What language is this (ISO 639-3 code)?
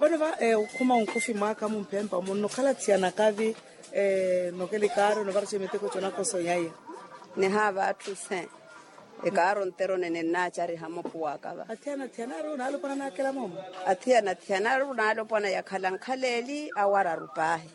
vmw